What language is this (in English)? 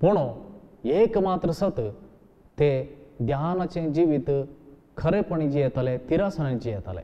Konkani